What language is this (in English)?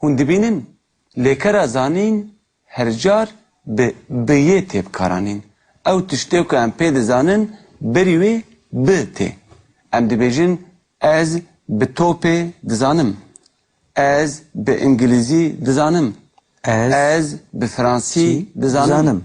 Kurdish